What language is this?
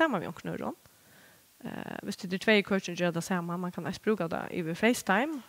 Faroese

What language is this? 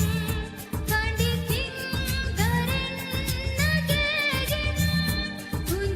Divehi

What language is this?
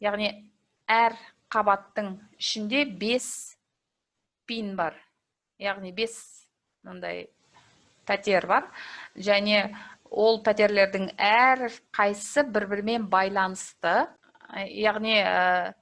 Kazakh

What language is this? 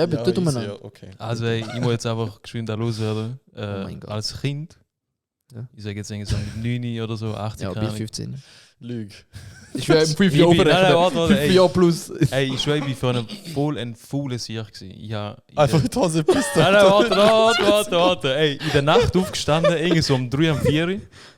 Swiss German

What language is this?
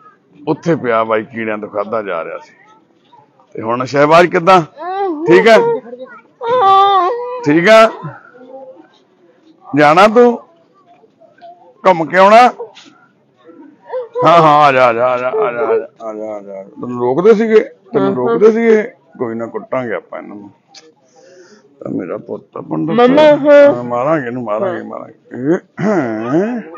Punjabi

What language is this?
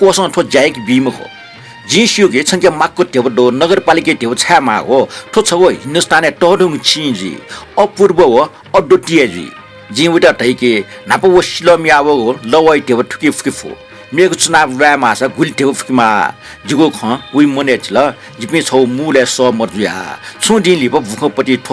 Newari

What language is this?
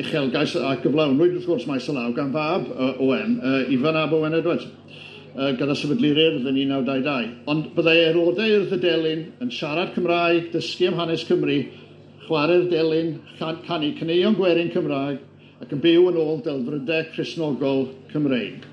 Welsh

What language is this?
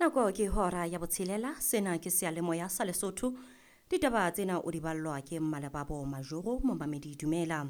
Southern Sotho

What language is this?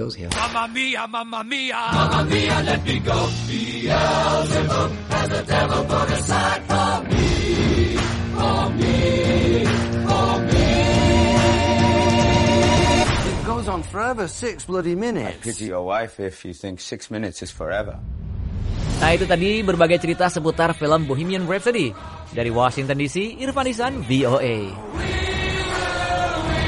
Indonesian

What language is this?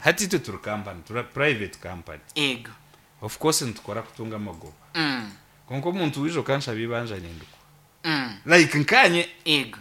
Nyankole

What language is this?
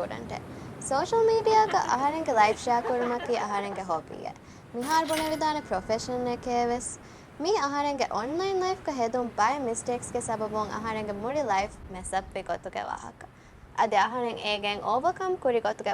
Divehi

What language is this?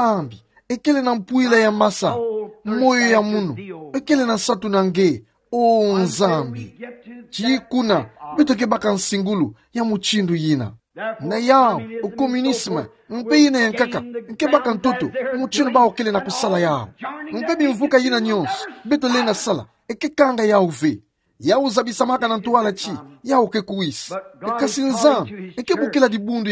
Kituba (Democratic Republic of Congo)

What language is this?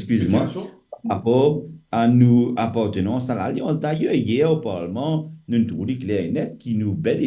Morisyen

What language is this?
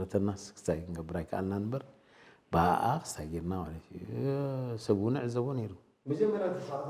Tigrinya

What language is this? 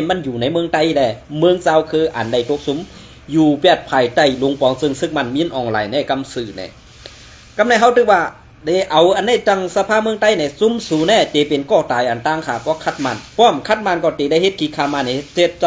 Shan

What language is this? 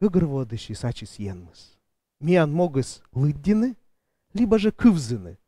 Komi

